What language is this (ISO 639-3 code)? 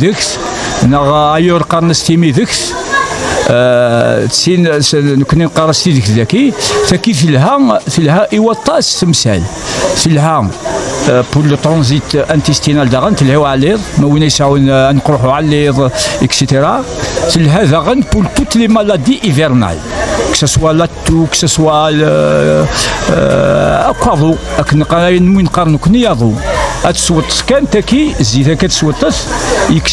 kab